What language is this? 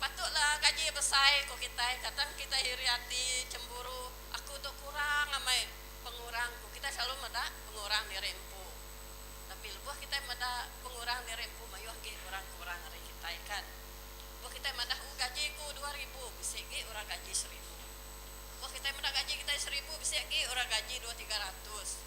Iban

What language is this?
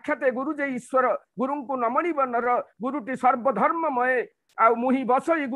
Odia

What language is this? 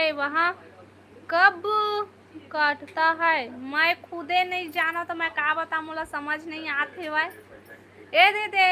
Chhattisgarhi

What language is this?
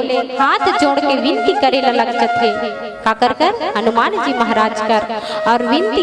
Chhattisgarhi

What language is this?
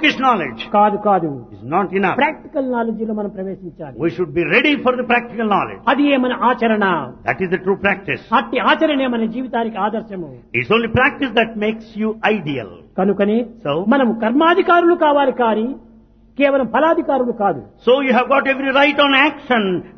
Telugu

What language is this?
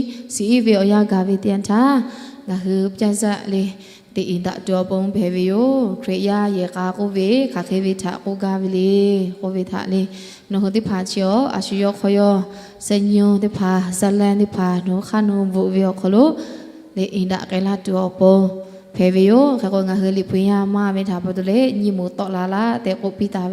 Lahu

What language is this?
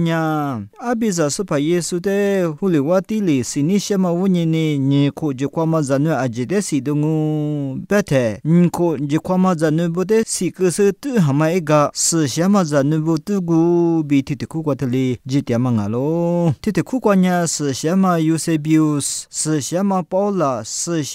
Lisu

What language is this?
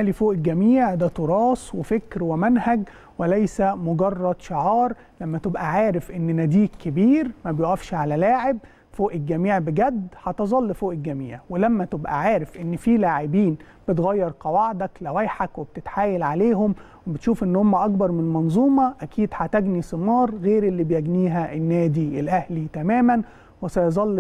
Egyptian Arabic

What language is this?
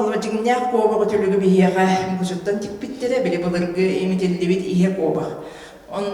Yakut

